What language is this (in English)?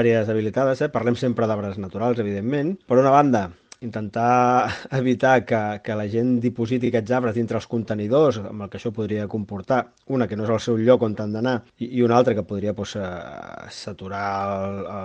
Catalan